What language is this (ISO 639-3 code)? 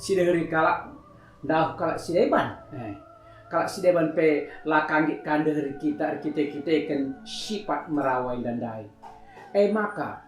btx